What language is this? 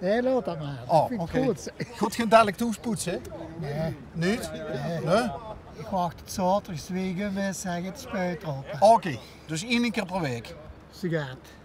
Limburgish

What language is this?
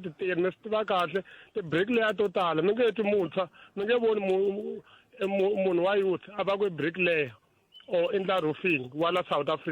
Tsonga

